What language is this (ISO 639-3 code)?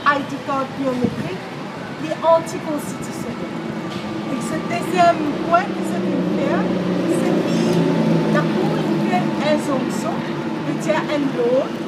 mfe